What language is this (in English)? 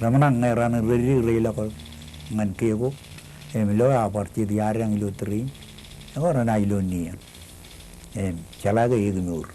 Marshallese